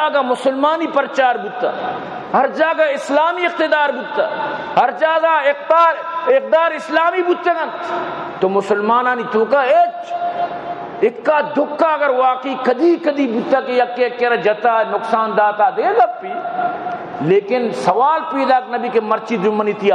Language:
Baluchi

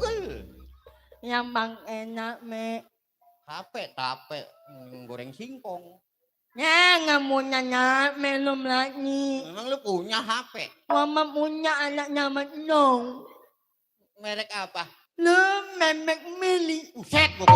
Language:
Betawi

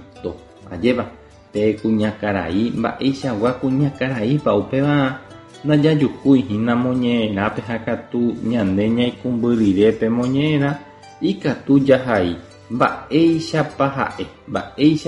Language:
Guarani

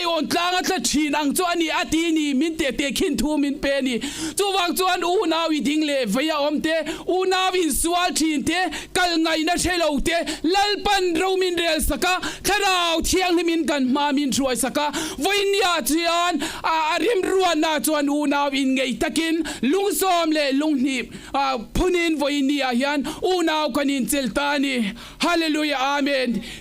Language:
Mizo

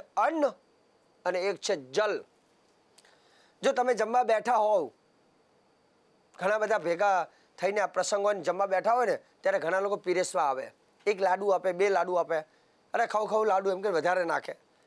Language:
Gujarati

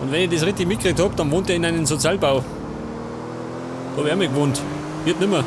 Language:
Bavarian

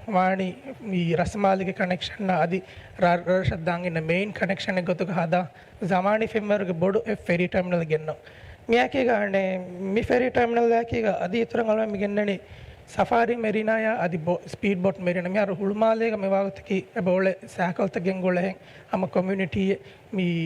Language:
Divehi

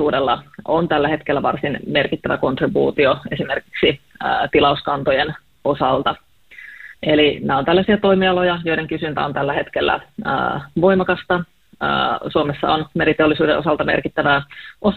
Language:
Finnish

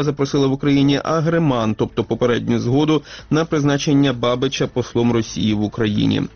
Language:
Ukrainian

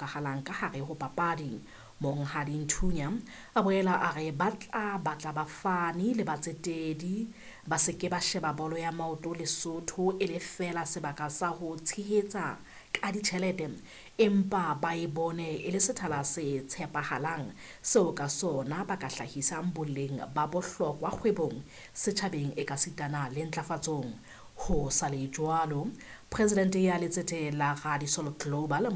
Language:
Southern Sotho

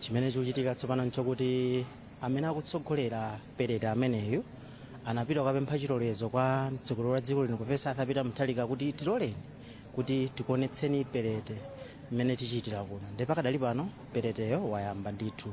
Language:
Nyanja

